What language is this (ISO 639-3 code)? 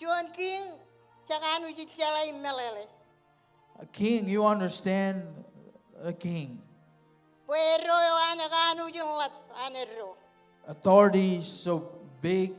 mah